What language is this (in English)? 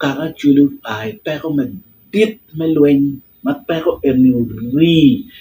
Acoli